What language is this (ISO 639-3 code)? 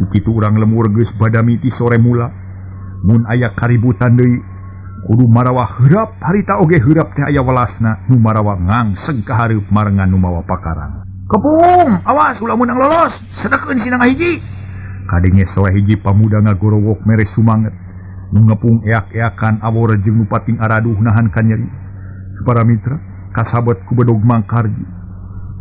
sun